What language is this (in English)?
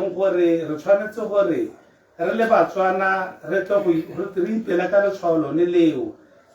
Tswana